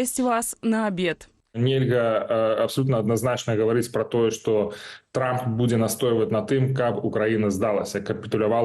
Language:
Belarusian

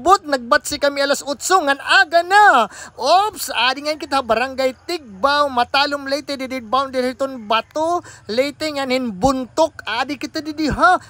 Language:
Waray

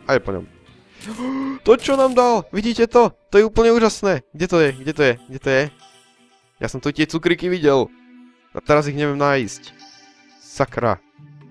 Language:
Slovak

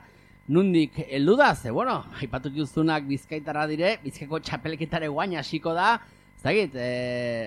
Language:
Basque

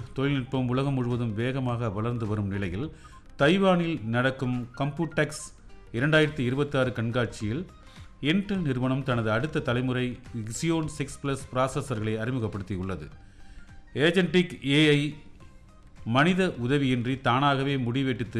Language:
Tamil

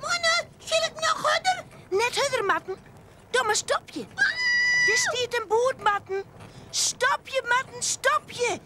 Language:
Western Frisian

